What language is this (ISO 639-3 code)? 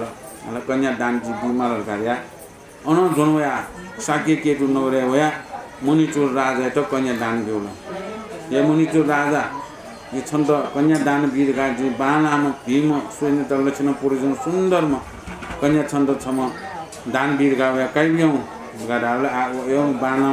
new